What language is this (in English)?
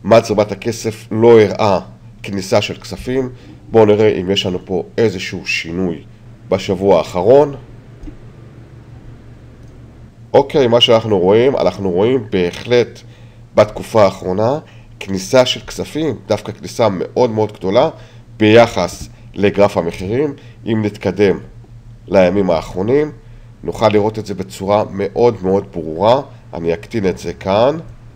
Hebrew